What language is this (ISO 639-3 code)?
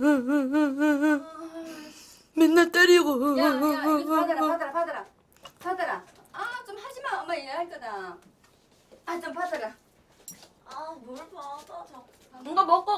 kor